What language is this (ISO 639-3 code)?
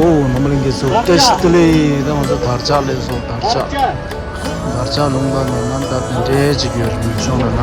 bod